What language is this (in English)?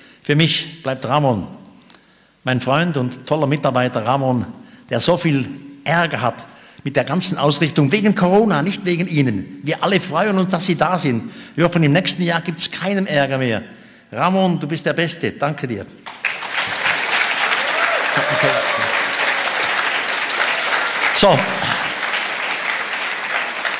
German